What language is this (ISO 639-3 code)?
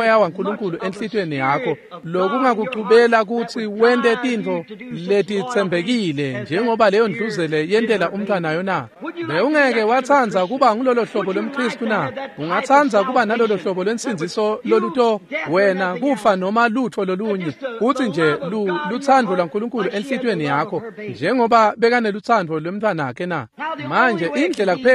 ssw